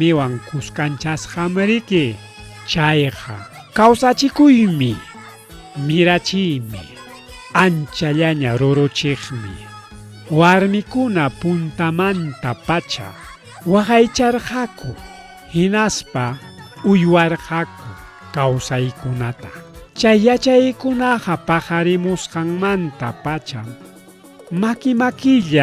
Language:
Ayacucho Quechua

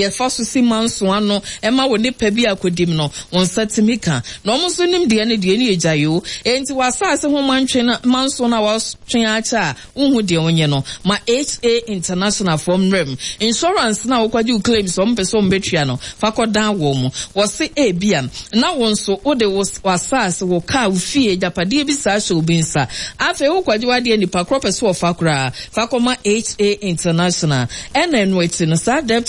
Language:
Akan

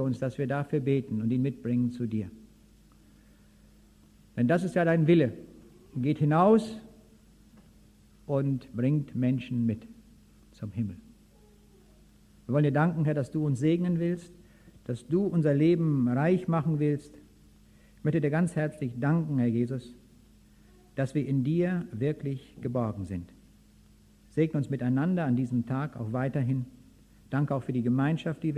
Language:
German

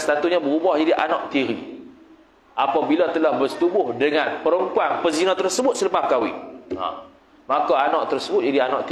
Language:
Malay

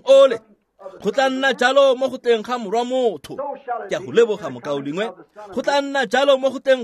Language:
Tswana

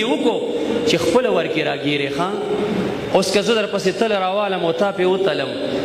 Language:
Pashto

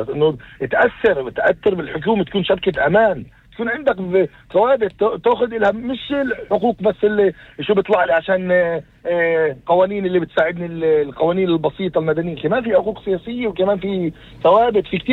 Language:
North Levantine Arabic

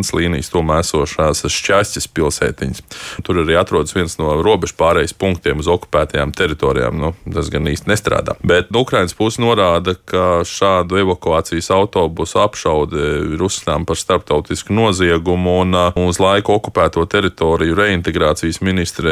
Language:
Latvian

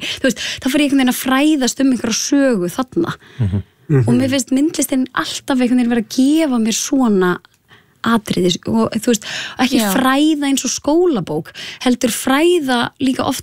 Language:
Icelandic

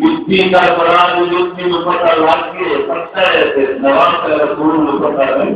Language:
Saraiki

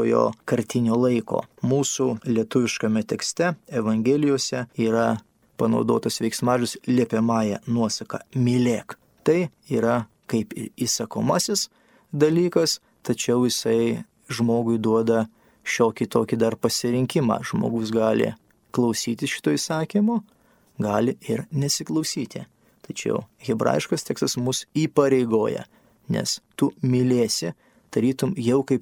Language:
Lithuanian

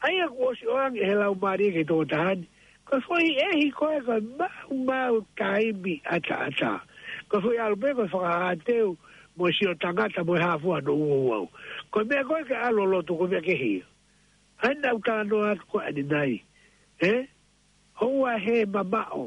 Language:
Tongan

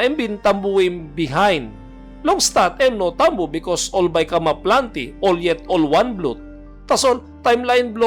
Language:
Tok Pisin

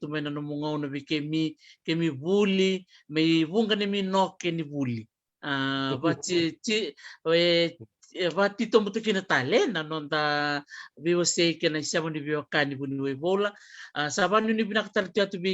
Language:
Fijian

